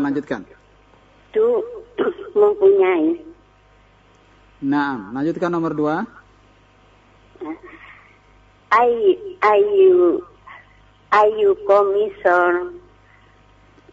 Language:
Indonesian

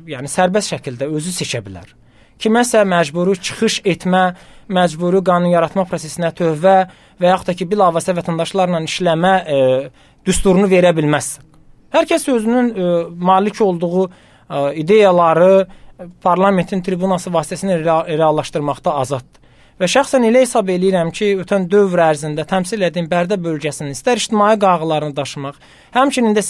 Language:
Azerbaijani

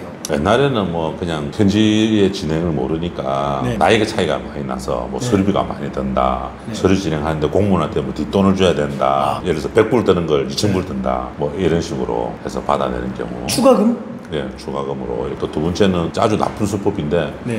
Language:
Korean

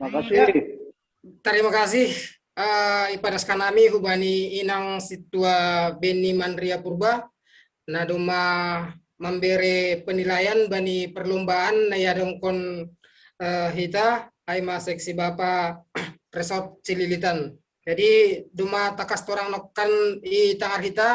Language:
Batak Simalungun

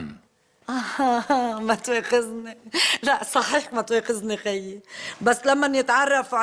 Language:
North Levantine Arabic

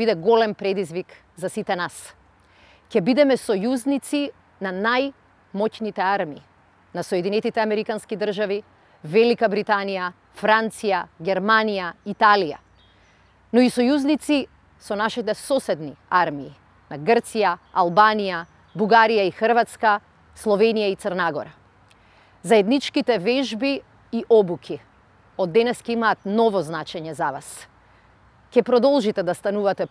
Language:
Macedonian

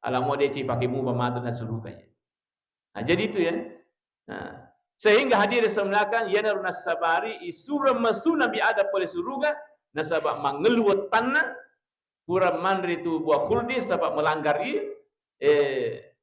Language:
Buginese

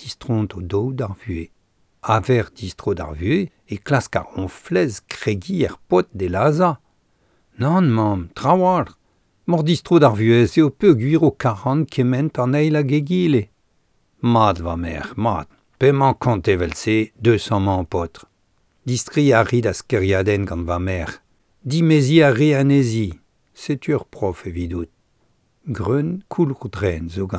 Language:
Breton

